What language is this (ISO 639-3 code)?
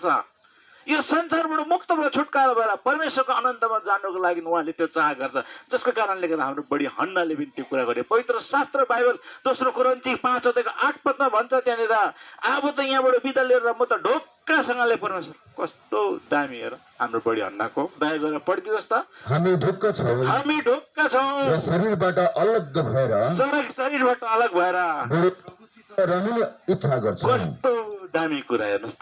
nep